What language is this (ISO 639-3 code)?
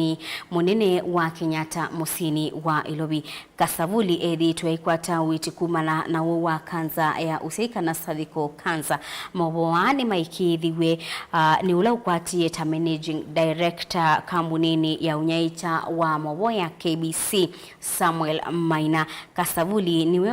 kam